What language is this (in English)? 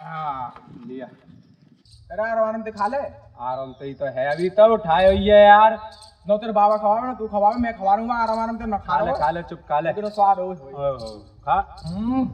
Braj